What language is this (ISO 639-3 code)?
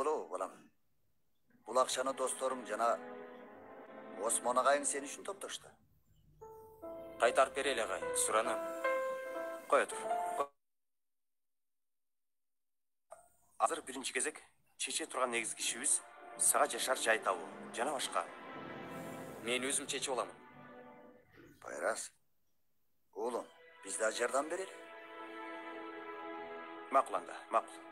kir